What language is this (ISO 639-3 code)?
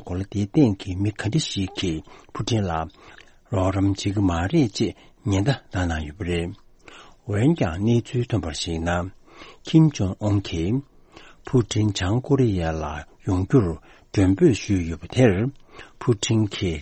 bod